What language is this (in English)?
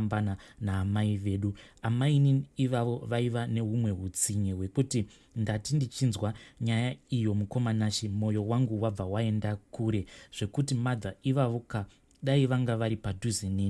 Shona